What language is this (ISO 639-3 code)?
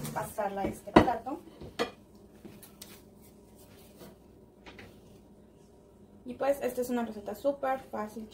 spa